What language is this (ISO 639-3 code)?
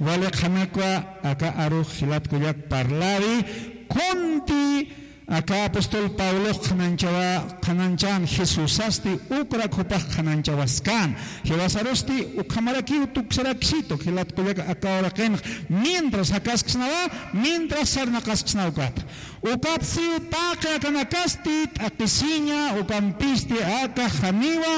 aym